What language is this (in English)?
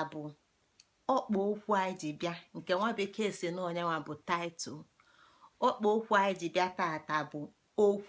Igbo